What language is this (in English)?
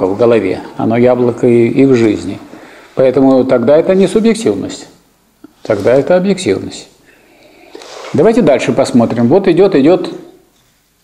Russian